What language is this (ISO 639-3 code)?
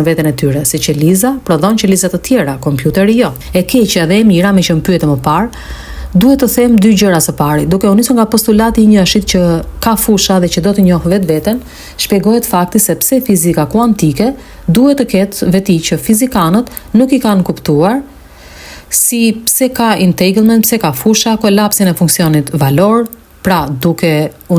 sqi